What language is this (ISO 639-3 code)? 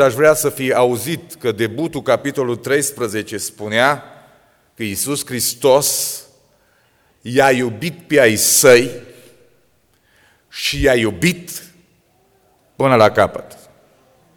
ron